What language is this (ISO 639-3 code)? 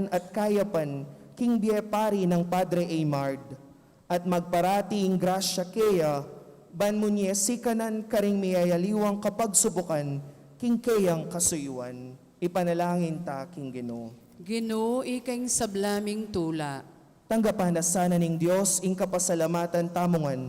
pam